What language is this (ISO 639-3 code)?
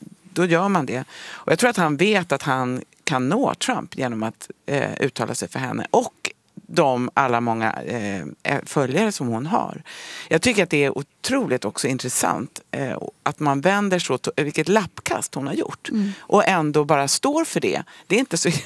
swe